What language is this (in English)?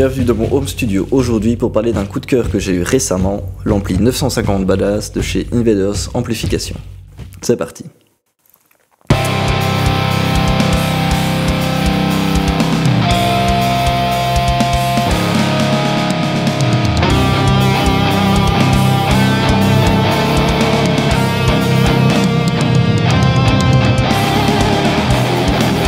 French